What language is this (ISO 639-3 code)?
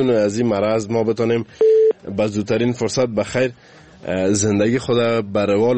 fas